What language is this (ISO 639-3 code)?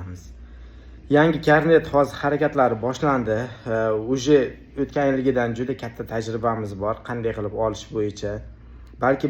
uzb